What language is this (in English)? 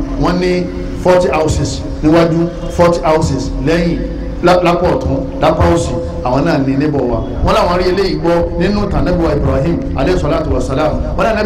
Yoruba